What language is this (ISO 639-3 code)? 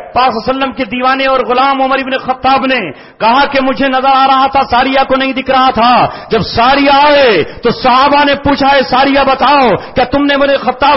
urd